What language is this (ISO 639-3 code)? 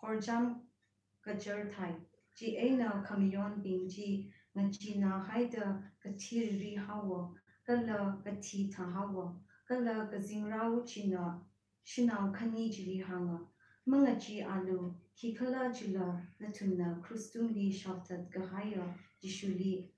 nmf